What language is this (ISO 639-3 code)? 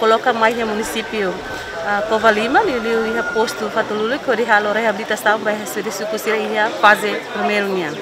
tet